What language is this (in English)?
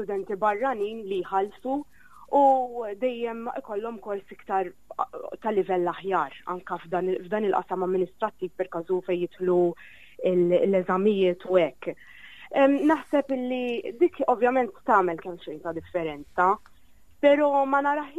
Maltese